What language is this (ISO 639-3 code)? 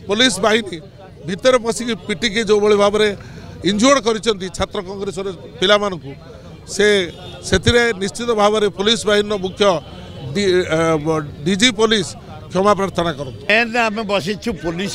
ori